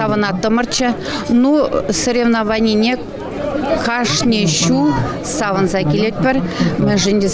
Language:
Chuvash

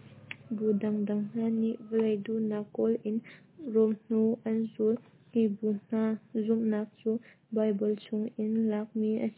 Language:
Hakha Chin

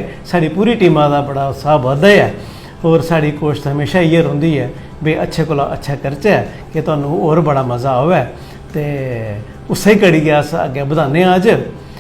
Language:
Dogri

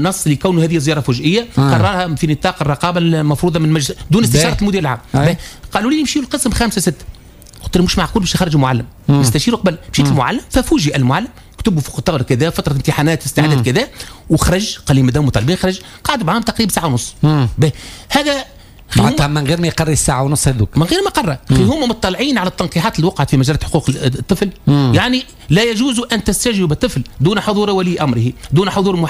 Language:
Tunisian Arabic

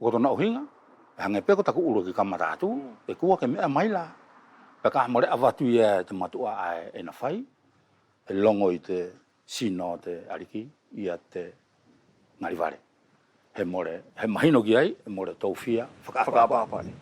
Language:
Wallisian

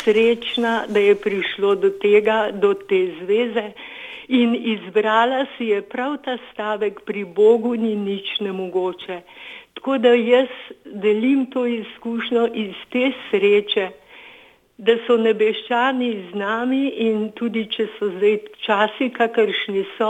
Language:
Slovenian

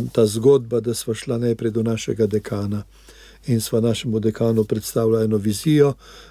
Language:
Slovenian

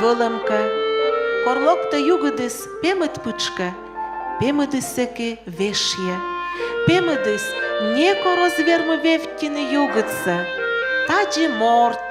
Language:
Komi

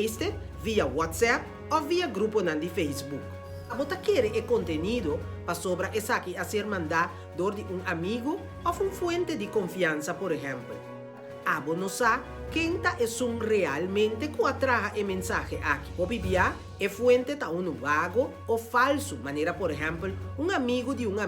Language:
Papiamento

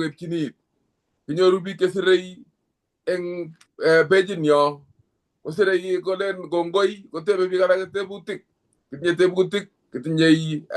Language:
Kalenjin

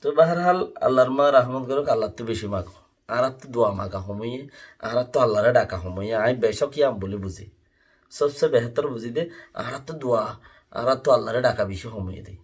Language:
Rohingya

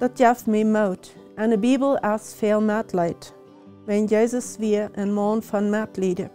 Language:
Plautdietsch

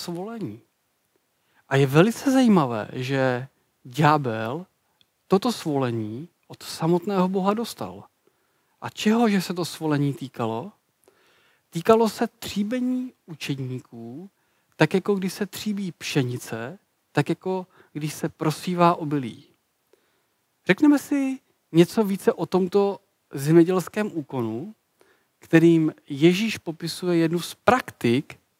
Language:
Czech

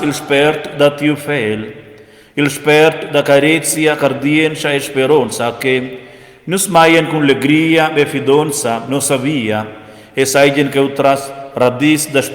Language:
Romansh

